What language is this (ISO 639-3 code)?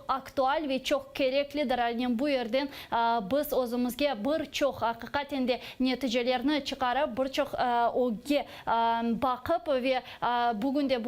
crh